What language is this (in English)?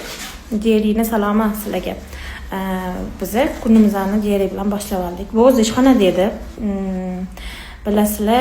Uzbek